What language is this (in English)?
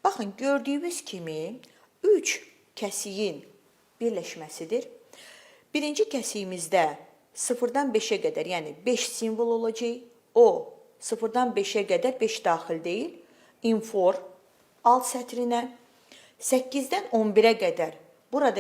Azerbaijani